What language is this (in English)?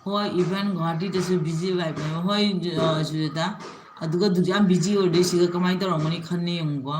Manipuri